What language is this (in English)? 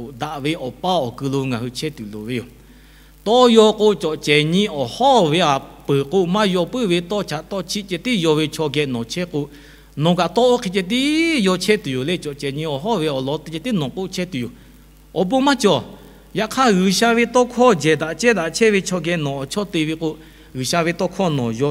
Lahu